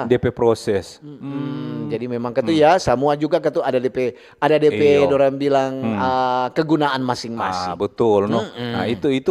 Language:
Manado Malay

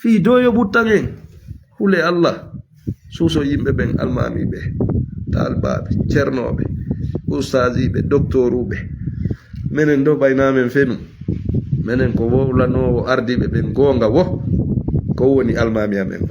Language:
Fula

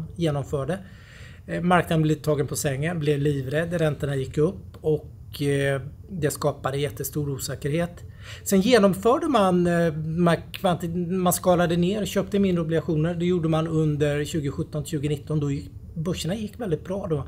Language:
Swedish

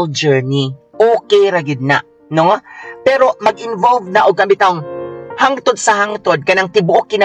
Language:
Cebuano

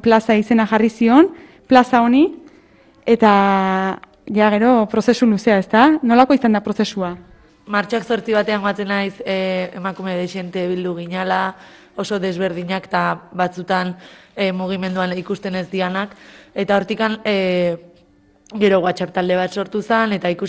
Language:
Basque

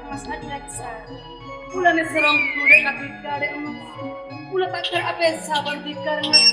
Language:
Madurese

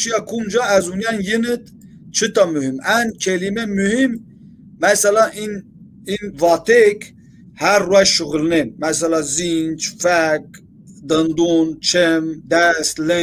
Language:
Zaza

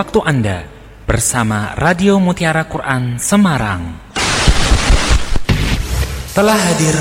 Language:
Indonesian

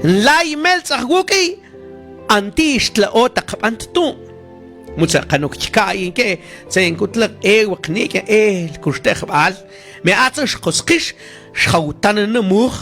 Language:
Mam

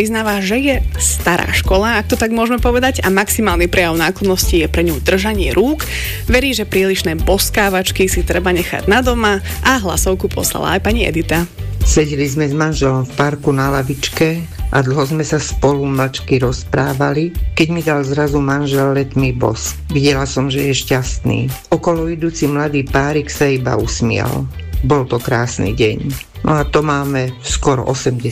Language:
Slovak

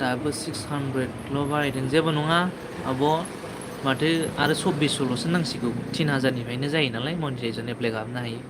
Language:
Bodo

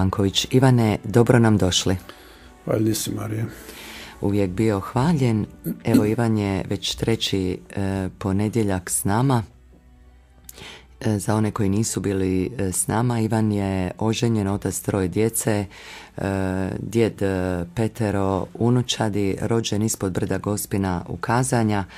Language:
Croatian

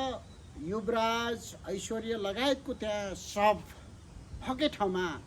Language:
Nepali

